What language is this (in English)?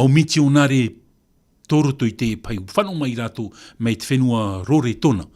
Tahitian